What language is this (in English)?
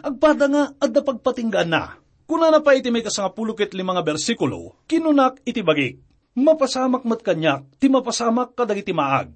Iloko